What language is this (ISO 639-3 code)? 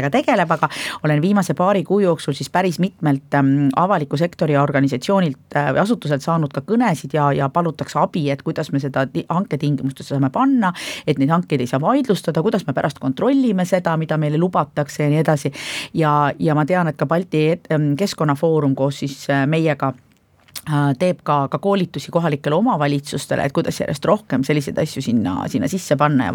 est